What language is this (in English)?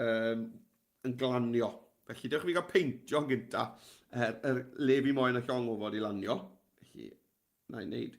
Welsh